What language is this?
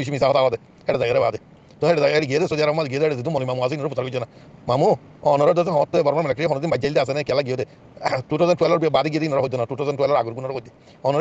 Rohingya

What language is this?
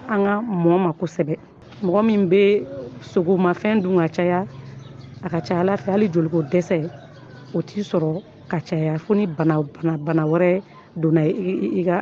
Bambara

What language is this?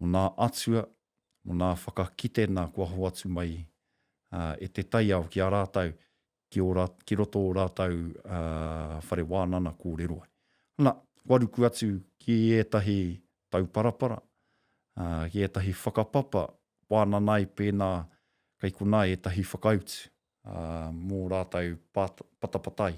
Māori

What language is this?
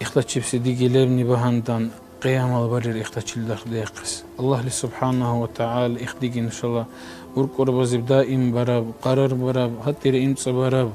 Dargwa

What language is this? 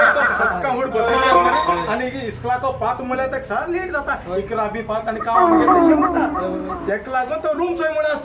Konkani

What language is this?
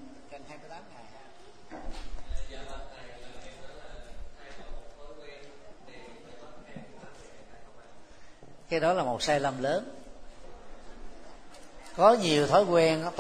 Vietnamese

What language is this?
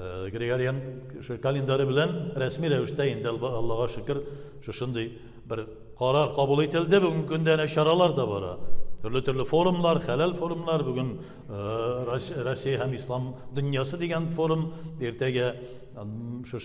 Tatar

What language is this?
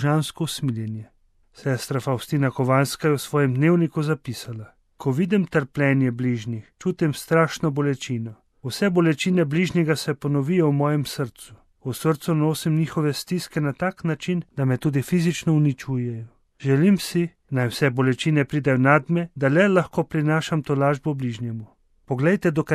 Slovenian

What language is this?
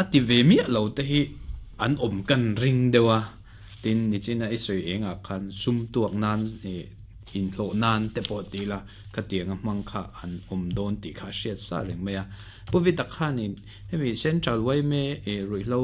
Mizo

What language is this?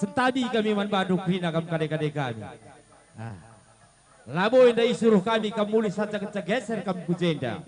Batak Karo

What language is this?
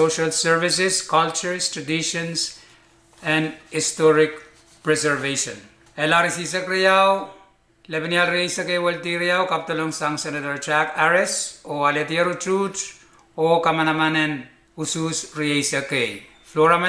Pohnpeian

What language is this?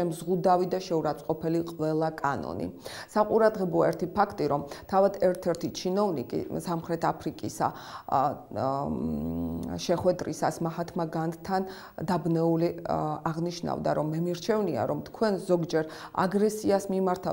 Georgian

